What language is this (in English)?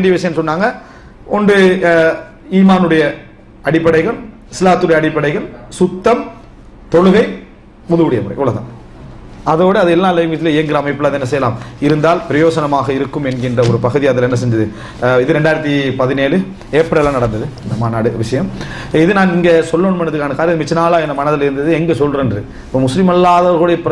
Tamil